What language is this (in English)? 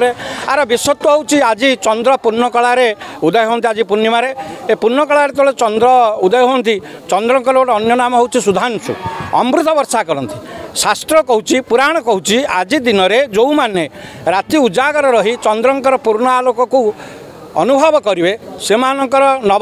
Odia